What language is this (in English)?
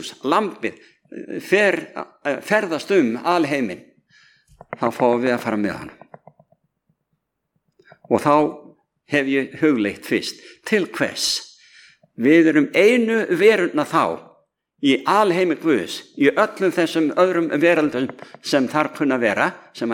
Icelandic